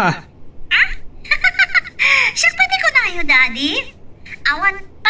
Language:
Iloko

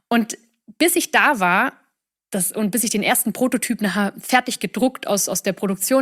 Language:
German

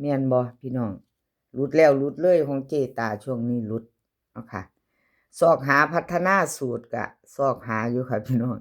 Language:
Northeastern Thai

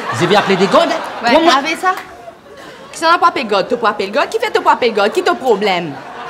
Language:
Morisyen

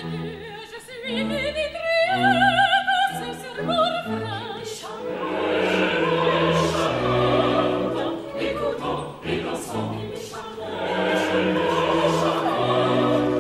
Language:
French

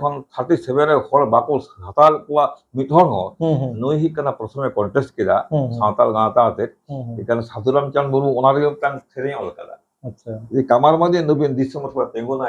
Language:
Santali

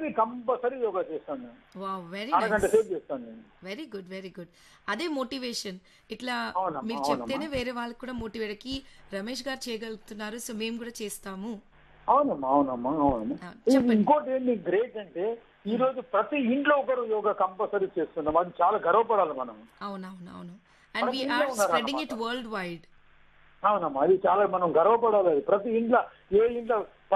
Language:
Telugu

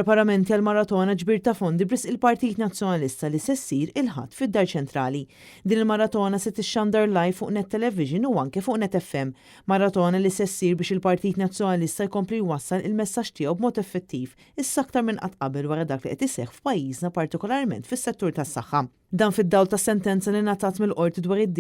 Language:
Maltese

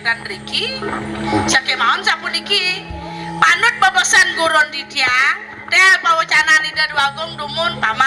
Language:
Balinese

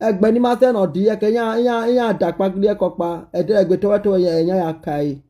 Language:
Nigerian Pidgin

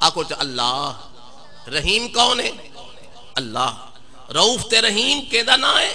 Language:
Saraiki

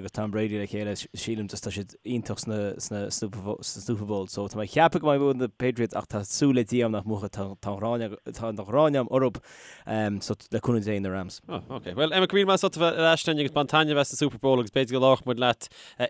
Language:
Irish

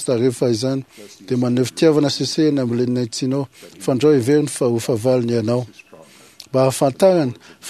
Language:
Malagasy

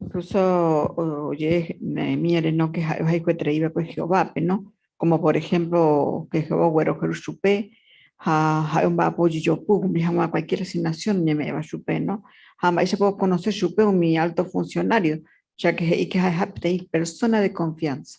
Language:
Guarani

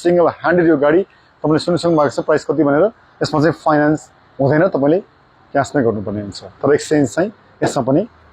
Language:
Nepali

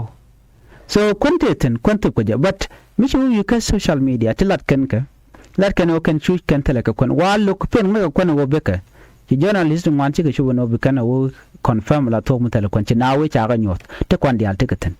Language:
Nuer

